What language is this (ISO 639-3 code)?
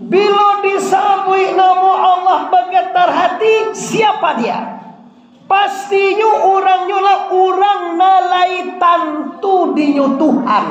min